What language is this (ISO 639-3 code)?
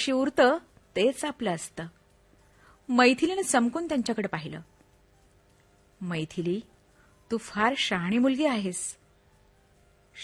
mar